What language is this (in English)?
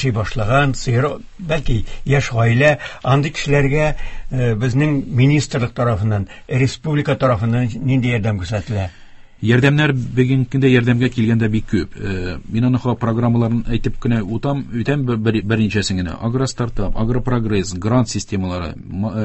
Tatar